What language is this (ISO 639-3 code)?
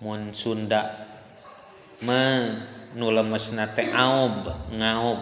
sun